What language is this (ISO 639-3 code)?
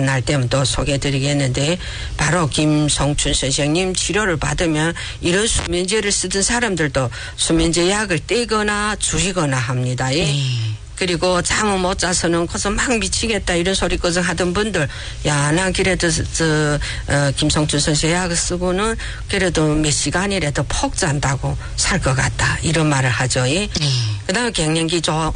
kor